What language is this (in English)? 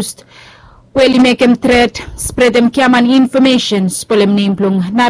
Bislama